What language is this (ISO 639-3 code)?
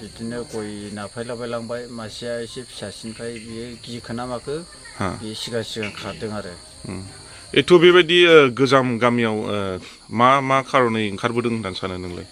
brx